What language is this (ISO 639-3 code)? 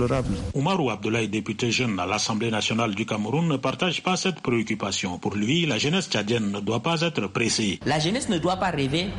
fra